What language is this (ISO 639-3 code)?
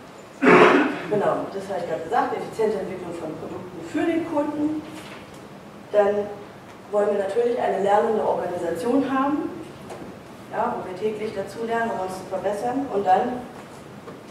deu